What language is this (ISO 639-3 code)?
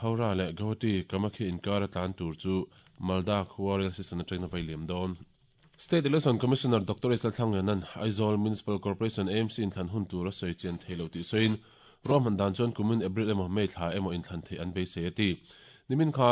lus